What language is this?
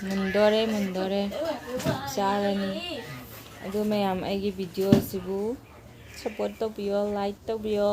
Manipuri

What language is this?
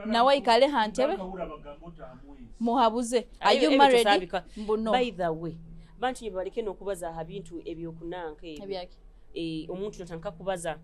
Nyoro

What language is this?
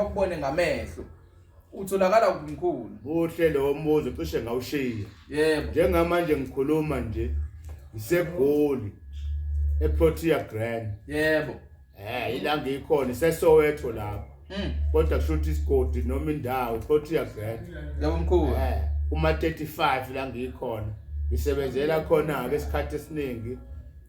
Zulu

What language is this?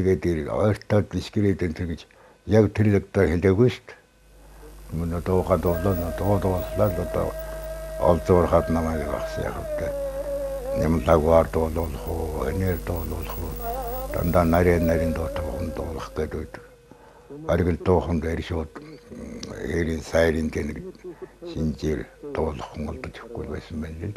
Mongolian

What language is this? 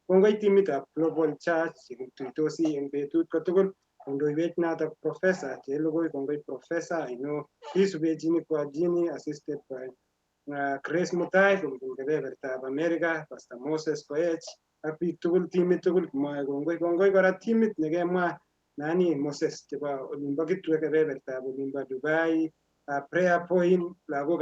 Kalenjin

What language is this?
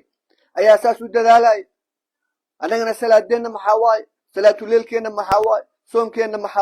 Somali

